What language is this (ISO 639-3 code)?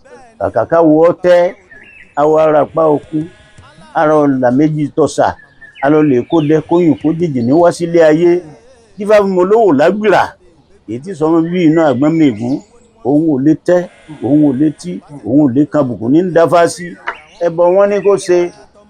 yor